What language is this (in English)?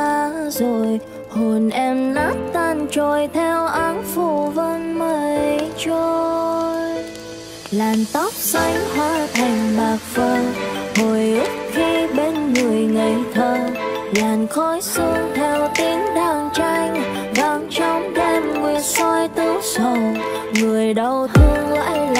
Vietnamese